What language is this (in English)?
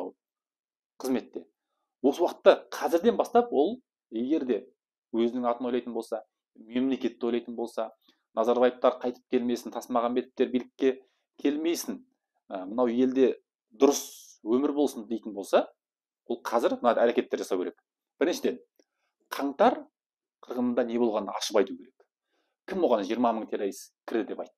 Kazakh